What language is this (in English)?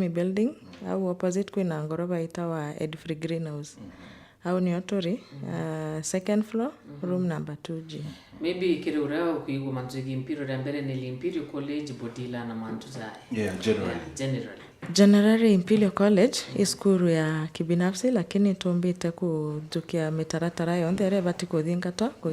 Meru